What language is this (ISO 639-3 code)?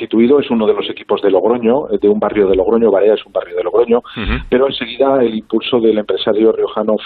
spa